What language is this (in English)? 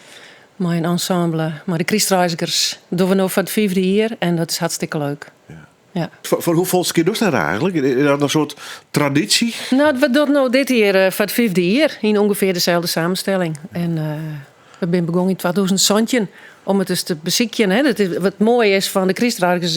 Western Frisian